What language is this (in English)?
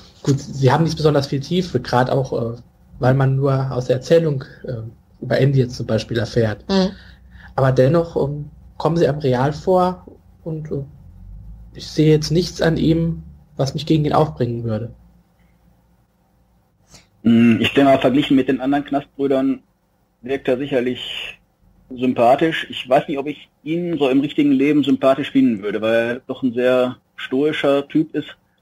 German